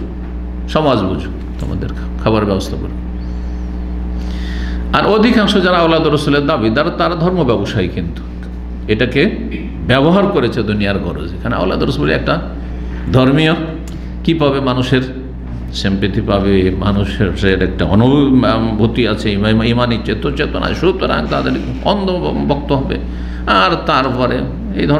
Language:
Bangla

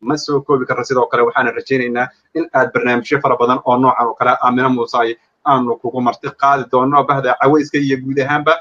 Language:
Somali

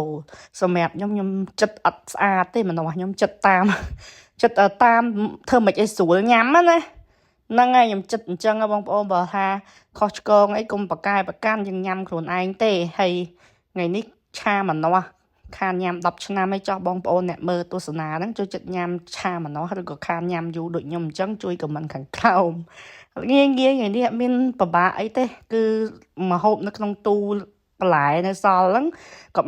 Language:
Khmer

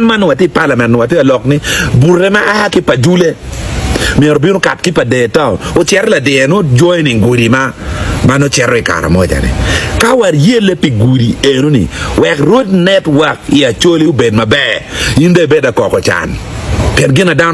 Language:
Acoli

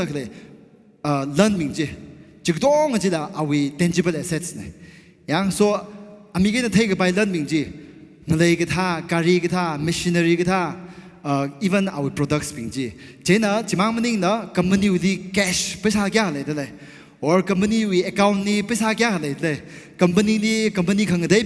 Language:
Tangkhul Naga (India)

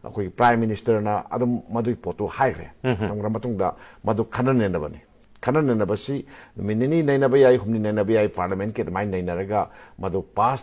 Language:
Manipuri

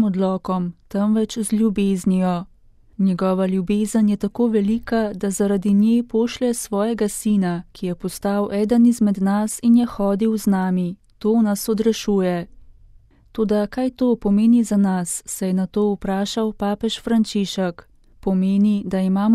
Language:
Slovenian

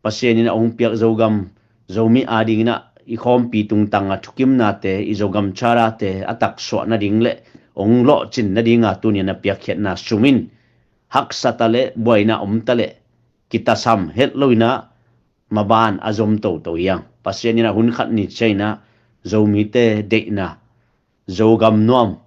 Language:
Tedim Chin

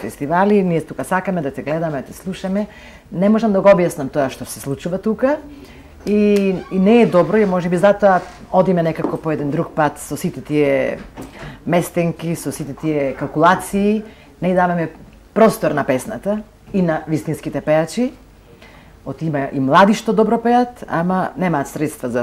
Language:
Macedonian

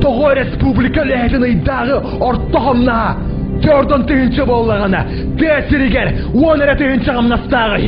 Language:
Yakut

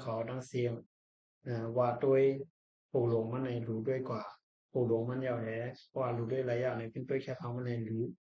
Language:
Shan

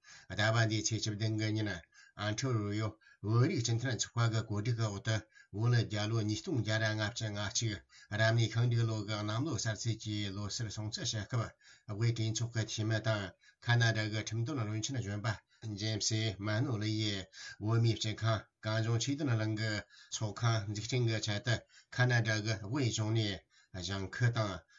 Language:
Tibetan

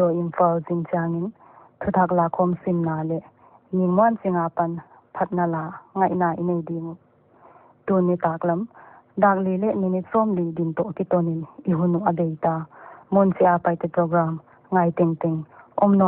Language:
Paite Chin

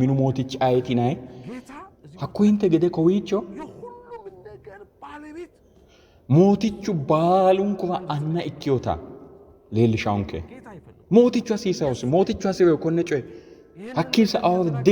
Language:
Sidamo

